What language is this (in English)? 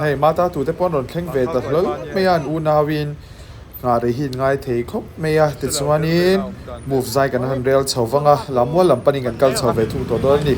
Mizo